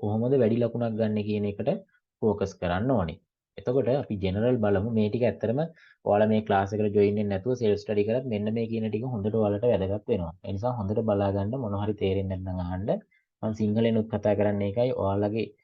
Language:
Sinhala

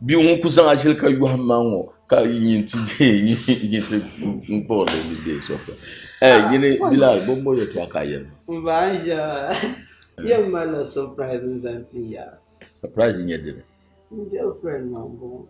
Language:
Dagbani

